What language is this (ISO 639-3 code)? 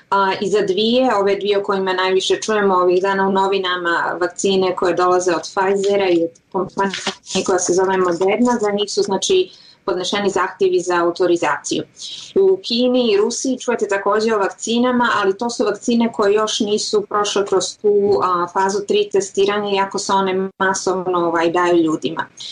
bos